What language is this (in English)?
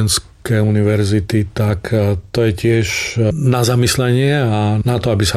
Slovak